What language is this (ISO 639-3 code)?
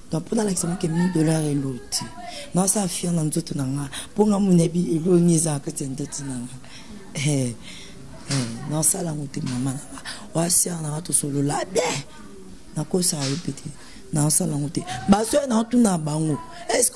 lin